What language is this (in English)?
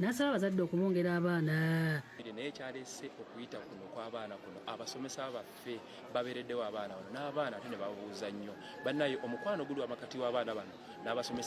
Ganda